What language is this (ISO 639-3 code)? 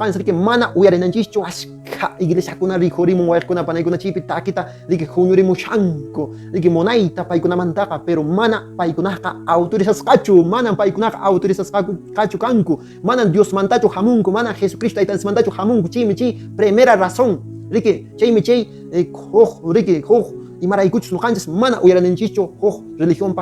que